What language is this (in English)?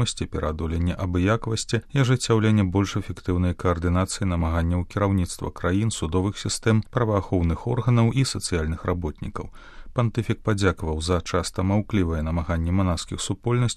Belarusian